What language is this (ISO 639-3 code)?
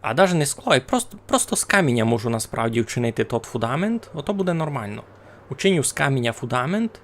rue